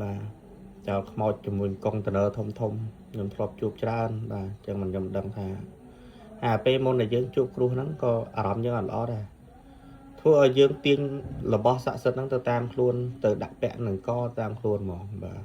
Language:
Khmer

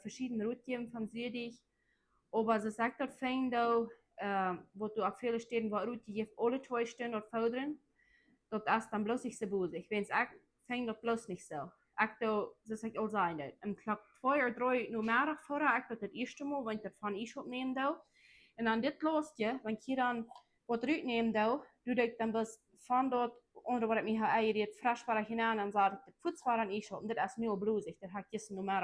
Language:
Plautdietsch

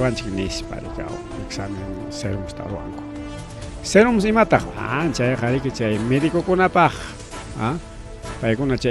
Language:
Ayacucho Quechua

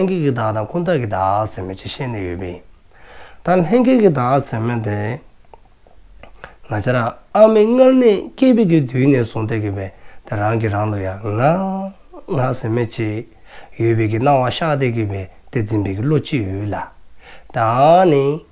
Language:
Dzongkha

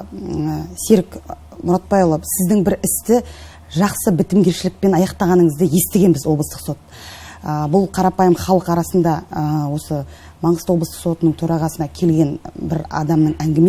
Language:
Kazakh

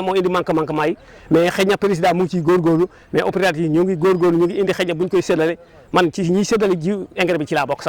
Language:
Wolof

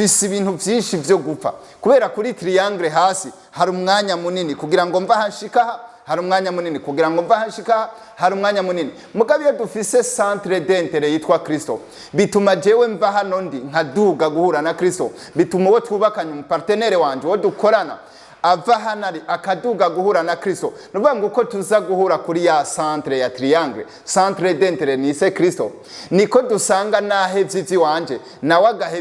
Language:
Rundi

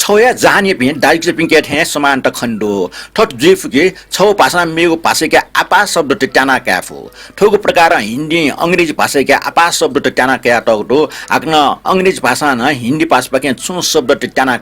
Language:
Newari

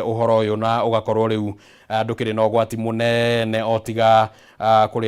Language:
Kikuyu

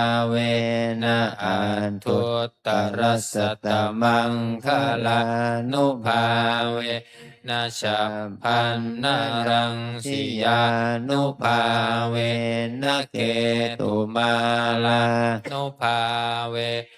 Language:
Pali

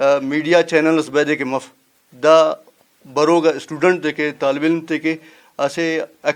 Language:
Brahui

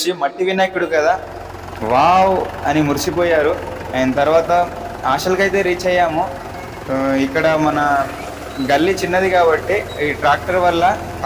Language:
Telugu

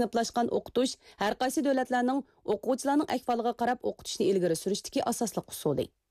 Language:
Uyghur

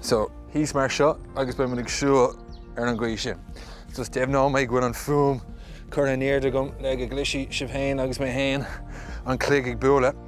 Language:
Irish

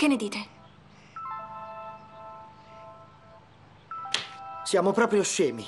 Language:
Italian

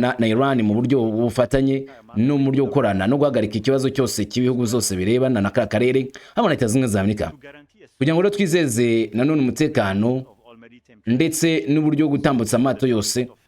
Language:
Kinyarwanda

